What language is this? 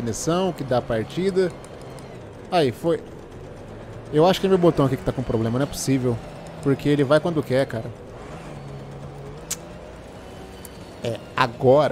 Portuguese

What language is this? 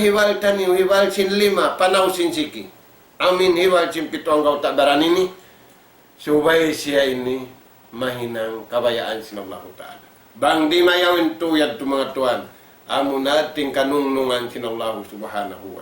Tausug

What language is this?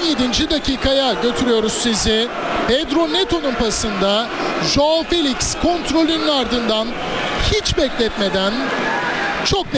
Turkish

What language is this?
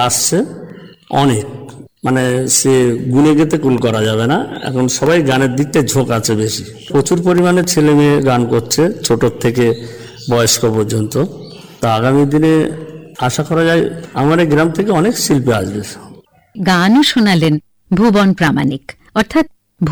Bangla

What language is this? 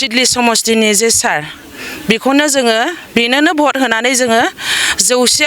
Bodo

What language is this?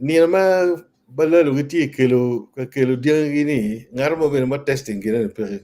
Acoli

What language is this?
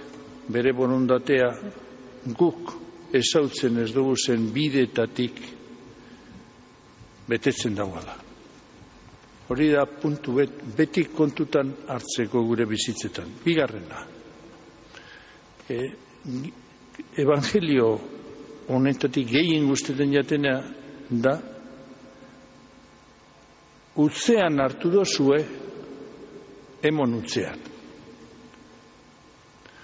Basque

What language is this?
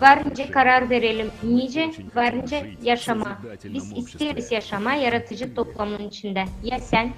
Gagauz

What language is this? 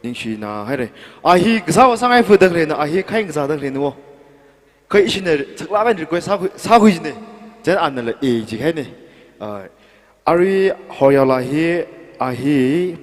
Tangkhul Naga (India)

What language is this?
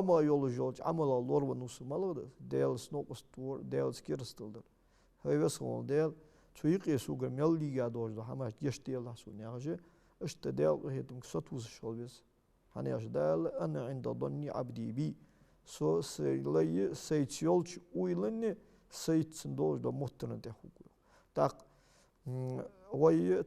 Ingush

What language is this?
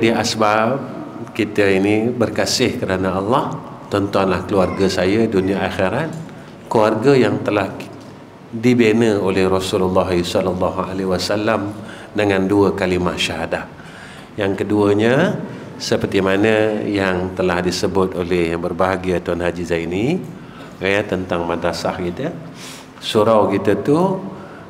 Malay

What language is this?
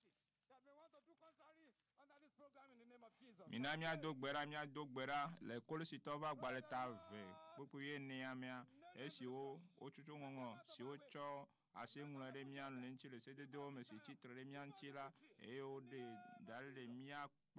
Ewe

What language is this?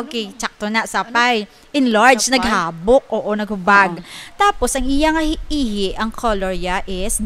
Hiligaynon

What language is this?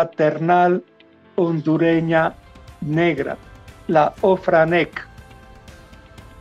Spanish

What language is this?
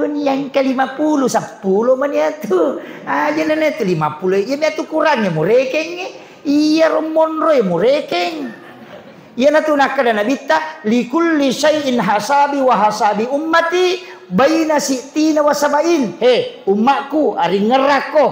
Buginese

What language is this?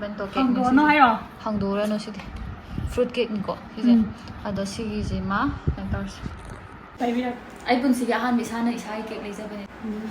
Manipuri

